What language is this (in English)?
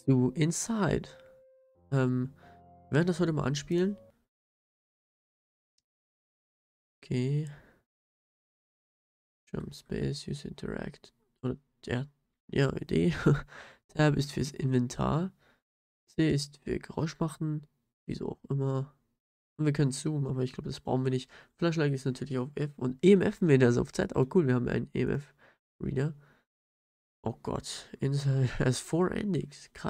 German